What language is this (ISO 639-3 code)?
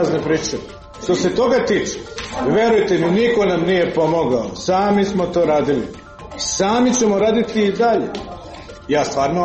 srp